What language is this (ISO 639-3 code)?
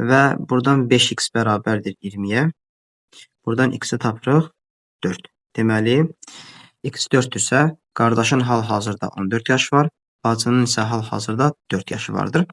aze